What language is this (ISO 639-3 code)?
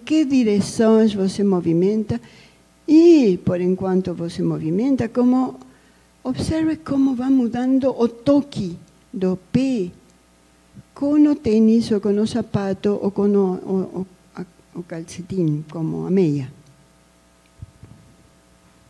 por